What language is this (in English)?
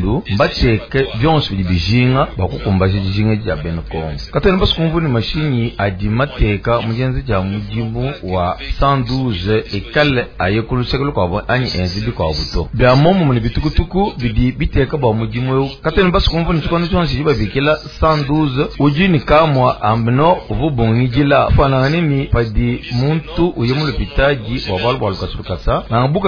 Luba-Lulua